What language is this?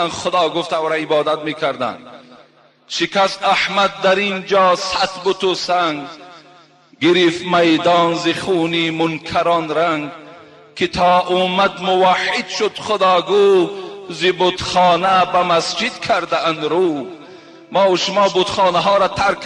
Tajik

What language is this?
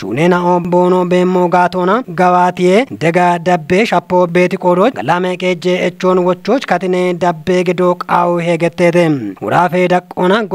Kafa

